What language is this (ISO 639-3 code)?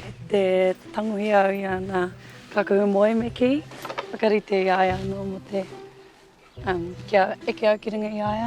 mri